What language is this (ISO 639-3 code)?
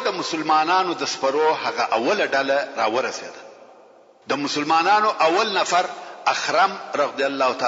pus